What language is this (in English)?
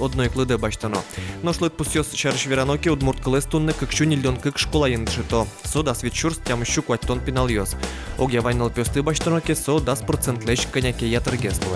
Udmurt